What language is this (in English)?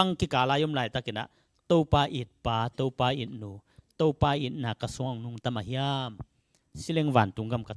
Tedim Chin